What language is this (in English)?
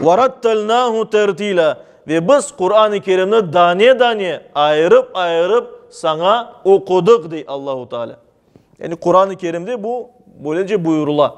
Crimean Tatar